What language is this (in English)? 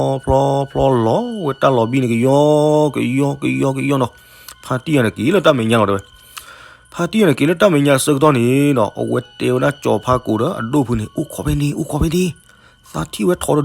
S'gaw Karen